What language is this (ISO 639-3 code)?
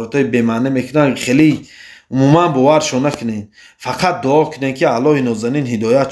tgk